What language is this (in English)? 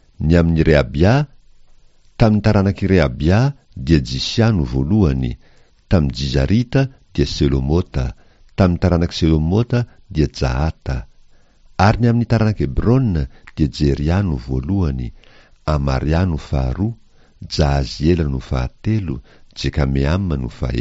Malagasy